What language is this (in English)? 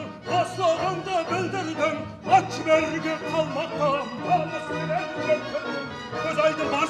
Kara-Kalpak